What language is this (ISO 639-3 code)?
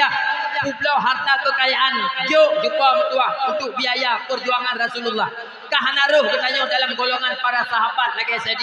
ace